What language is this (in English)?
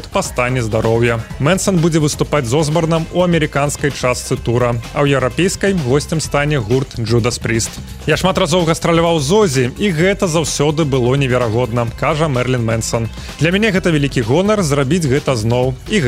Belarusian